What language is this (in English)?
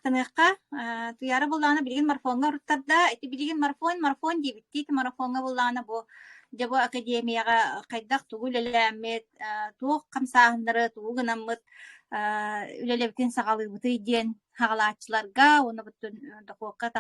Yakut